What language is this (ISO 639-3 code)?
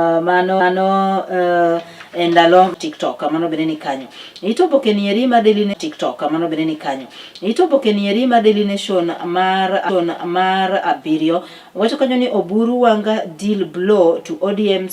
luo